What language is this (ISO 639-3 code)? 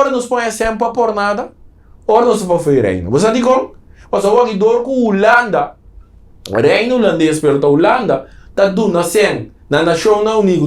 pap